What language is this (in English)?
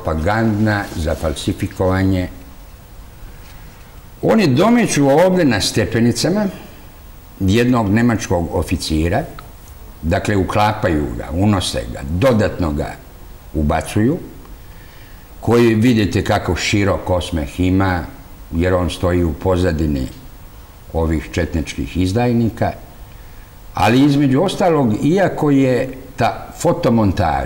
Serbian